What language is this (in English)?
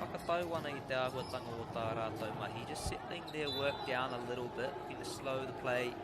Māori